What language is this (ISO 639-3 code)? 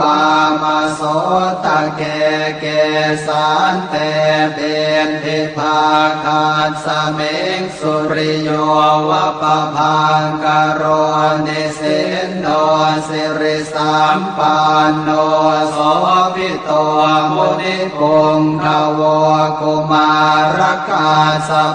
pli